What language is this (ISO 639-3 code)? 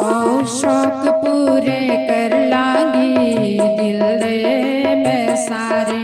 doi